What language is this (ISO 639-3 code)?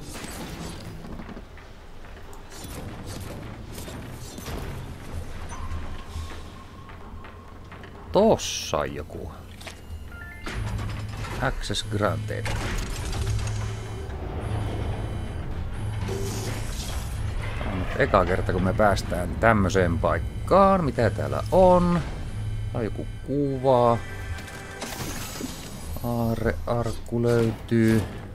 fin